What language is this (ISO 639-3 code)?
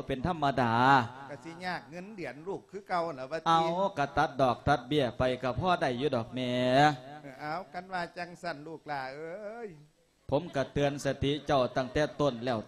lao